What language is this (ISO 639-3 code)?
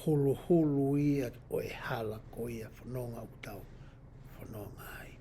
ton